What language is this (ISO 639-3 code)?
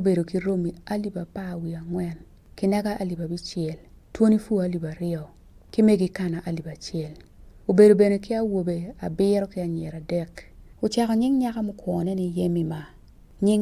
ach